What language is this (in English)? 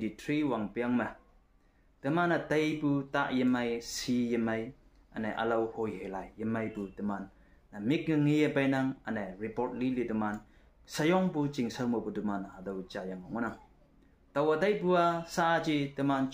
Konyak Naga